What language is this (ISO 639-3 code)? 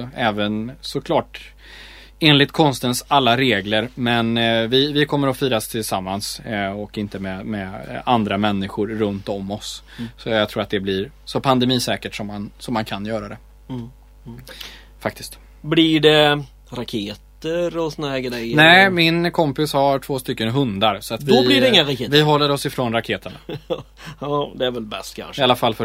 swe